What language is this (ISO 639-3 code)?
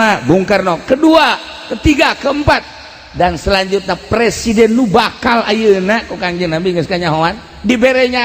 sun